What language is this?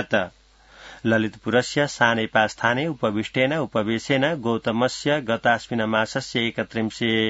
Sanskrit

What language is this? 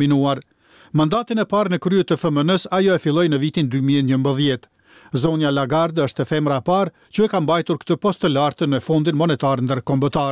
Albanian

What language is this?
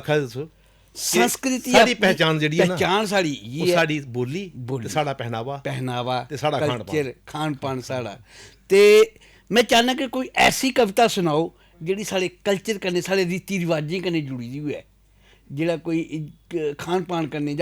Dogri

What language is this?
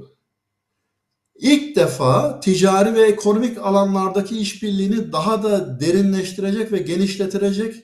Turkish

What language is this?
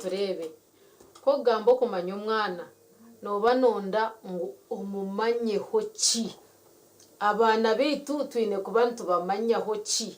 Nyankole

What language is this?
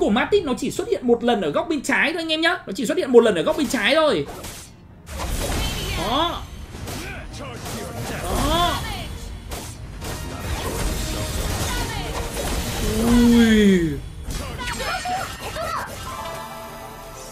Vietnamese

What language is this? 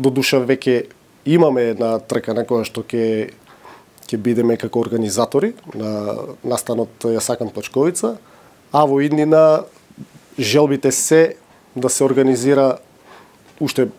Macedonian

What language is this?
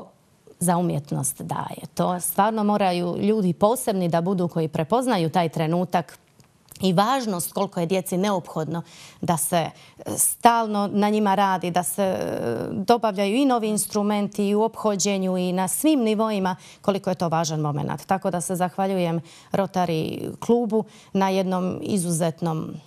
Bosnian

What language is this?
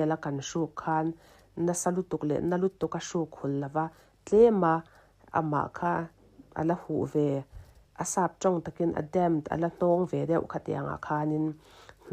Mizo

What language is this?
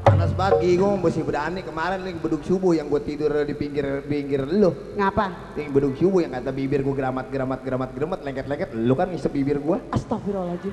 Betawi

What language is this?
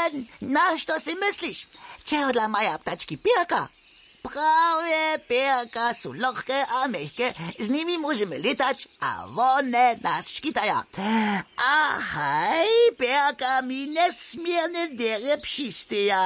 Upper Sorbian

